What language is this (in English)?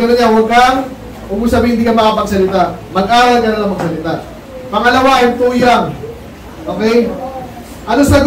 Filipino